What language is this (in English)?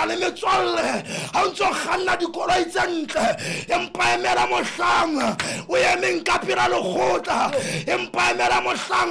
Southern Sotho